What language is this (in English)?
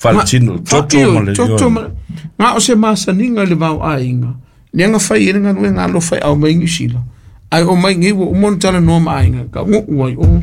Samoan